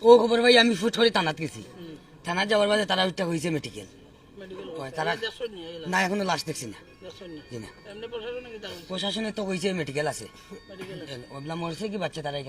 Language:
Sylheti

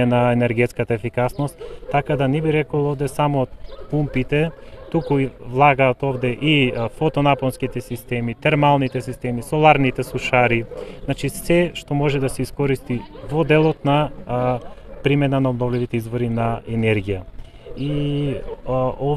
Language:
Macedonian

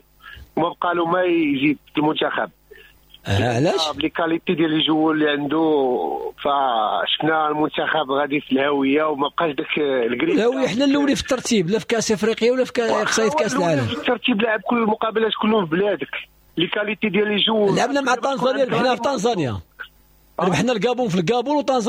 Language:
Moroccan Arabic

